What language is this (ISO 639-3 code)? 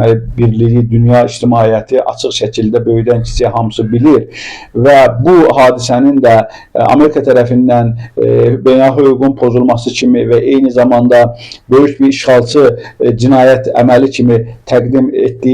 aze